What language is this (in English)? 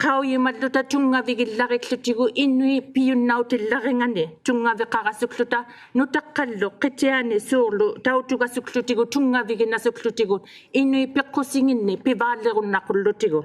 Inuktitut